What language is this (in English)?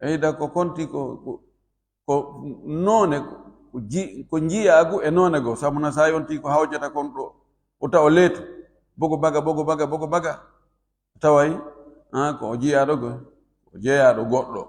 Fula